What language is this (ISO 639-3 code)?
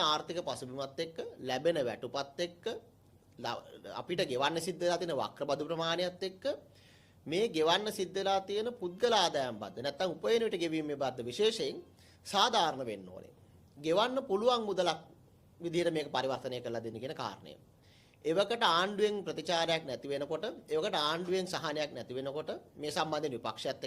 sin